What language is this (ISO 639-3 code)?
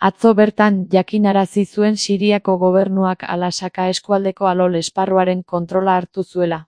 eus